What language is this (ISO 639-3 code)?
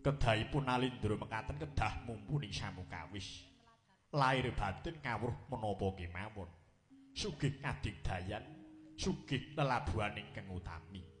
jav